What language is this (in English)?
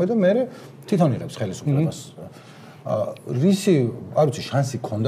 Georgian